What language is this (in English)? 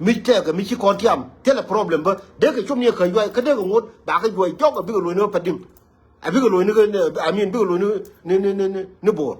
Nuer